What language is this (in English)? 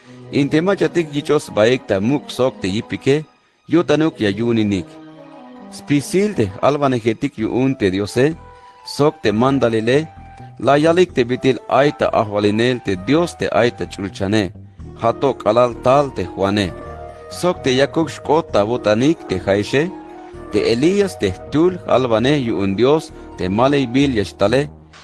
Tzeltal